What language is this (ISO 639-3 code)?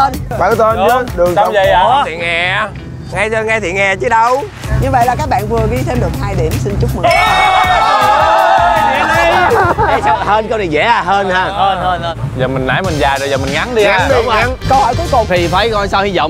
vie